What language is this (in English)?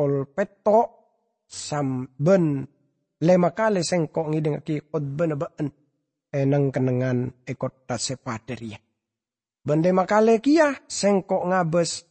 Madurese